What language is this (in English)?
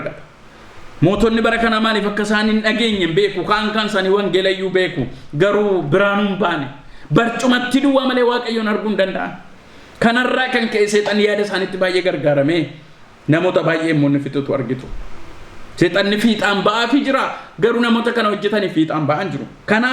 Oromo